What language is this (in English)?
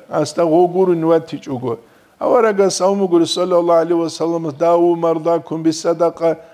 Avaric